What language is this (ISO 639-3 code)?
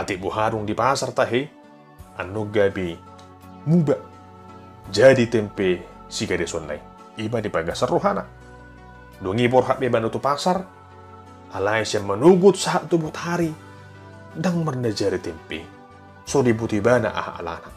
bbc